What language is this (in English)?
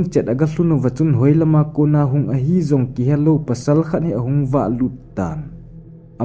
Thado Chin